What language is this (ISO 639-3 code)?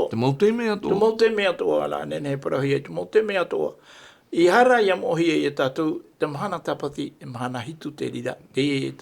tah